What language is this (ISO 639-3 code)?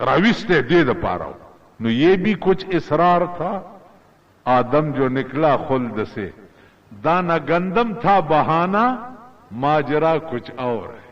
pus